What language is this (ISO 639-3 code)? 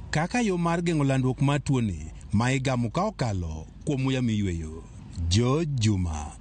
luo